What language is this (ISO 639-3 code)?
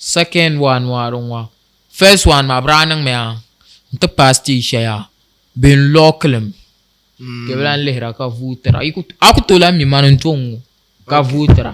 dag